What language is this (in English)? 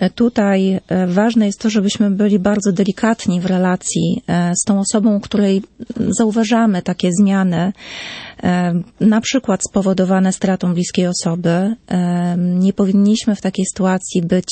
Polish